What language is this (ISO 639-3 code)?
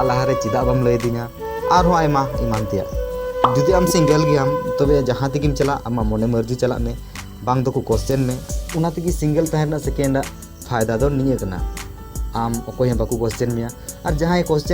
sat